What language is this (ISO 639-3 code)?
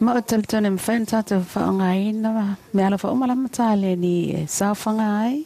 smo